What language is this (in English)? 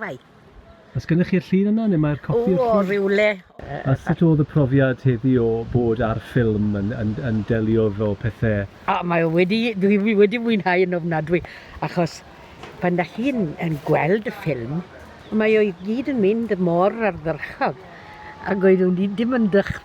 Welsh